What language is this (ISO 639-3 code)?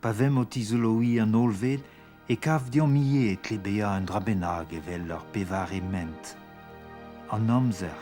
bre